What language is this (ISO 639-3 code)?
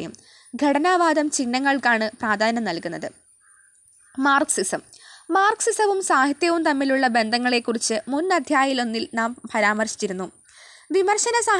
mal